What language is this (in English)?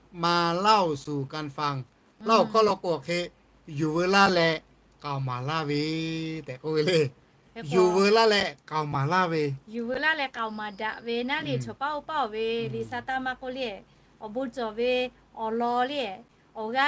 Lahu